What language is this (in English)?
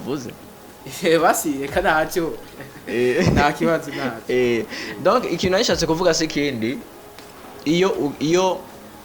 Rundi